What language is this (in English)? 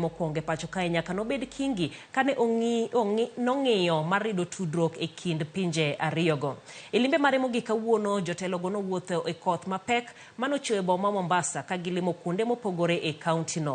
Luo (Kenya and Tanzania)